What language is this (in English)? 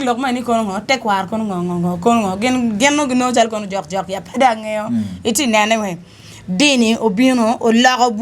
Acoli